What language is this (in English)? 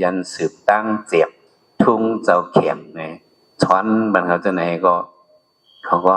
Shan